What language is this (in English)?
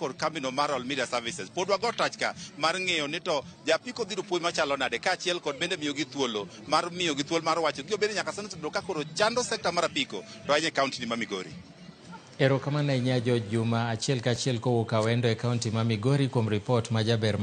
Luo (Kenya and Tanzania)